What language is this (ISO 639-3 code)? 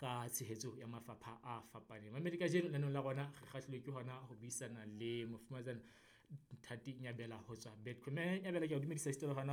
sot